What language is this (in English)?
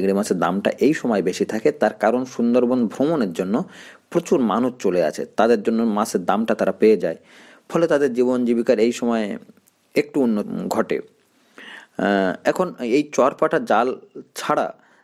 Bangla